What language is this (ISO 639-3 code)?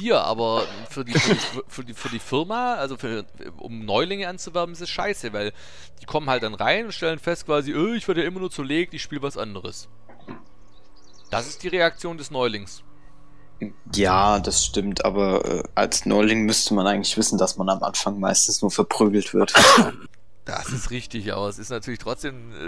deu